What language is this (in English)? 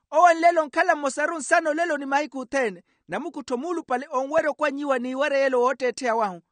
Makhuwa